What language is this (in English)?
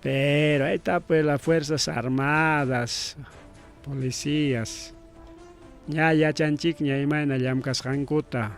Ayacucho Quechua